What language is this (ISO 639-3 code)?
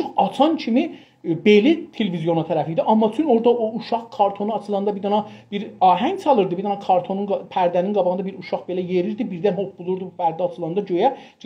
azb